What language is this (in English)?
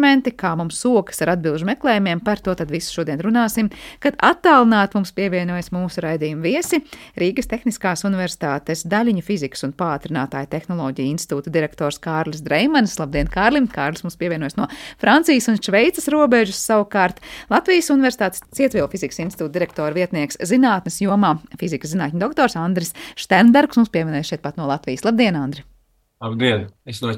Latvian